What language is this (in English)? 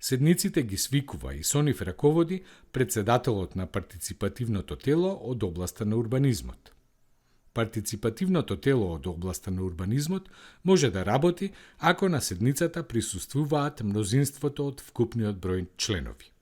Macedonian